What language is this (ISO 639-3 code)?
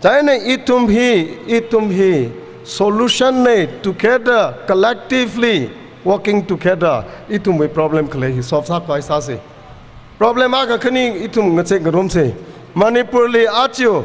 nmf